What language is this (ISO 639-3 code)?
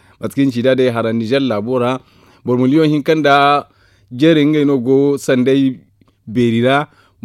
dje